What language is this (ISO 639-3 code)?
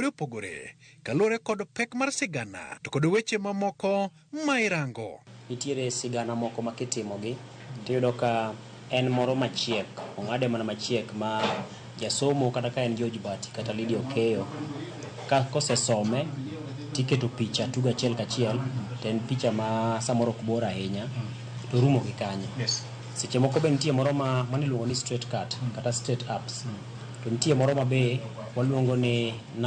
luo